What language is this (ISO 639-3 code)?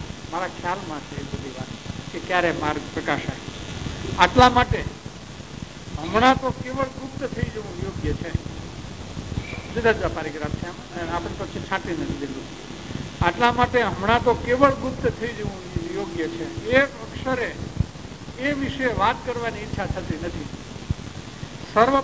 guj